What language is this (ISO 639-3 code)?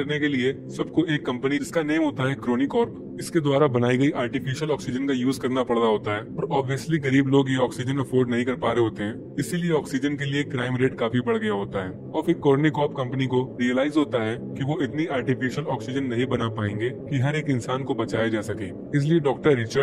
hin